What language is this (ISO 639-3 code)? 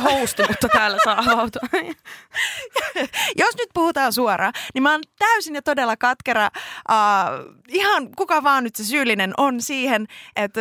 fin